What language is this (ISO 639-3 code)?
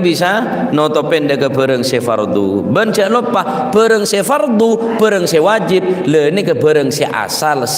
mad